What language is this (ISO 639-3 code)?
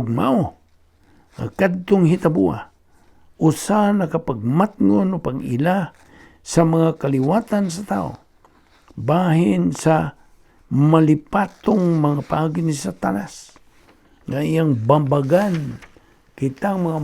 ceb